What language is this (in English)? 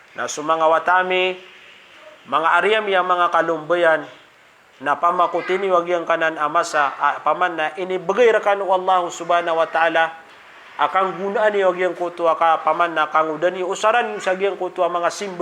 Maranao